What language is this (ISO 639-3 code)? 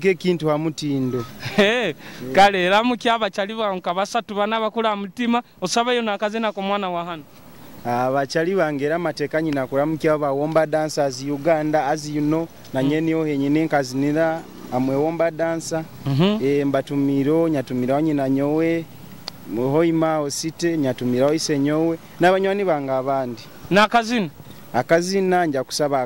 nyo